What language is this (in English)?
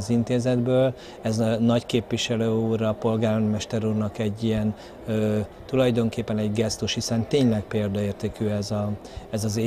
Hungarian